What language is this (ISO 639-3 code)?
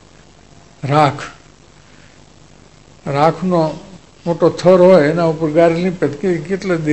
guj